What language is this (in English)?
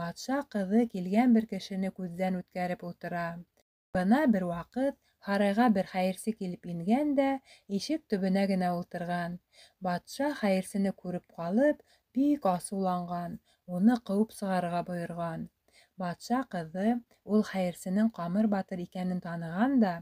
Bashkir